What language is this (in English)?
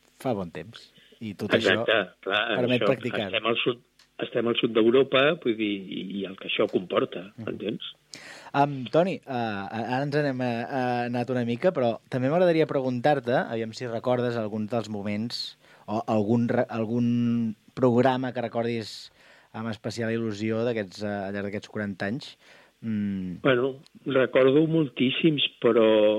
Catalan